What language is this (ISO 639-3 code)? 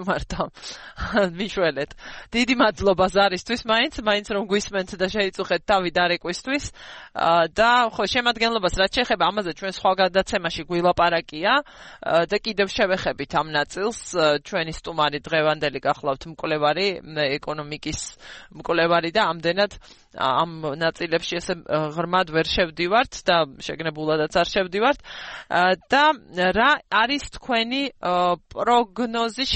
kat